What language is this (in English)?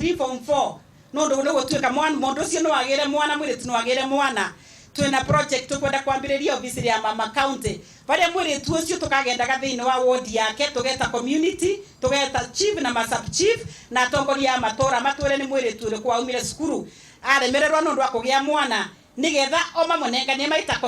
Meru